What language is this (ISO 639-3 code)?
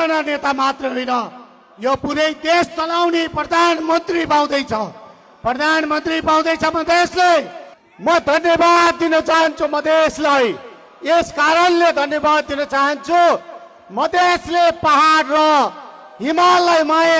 nep